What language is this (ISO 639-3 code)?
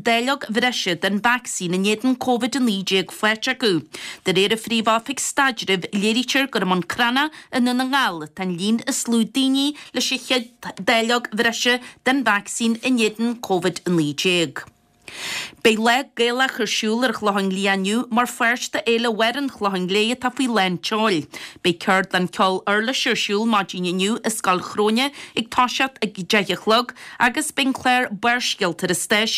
gle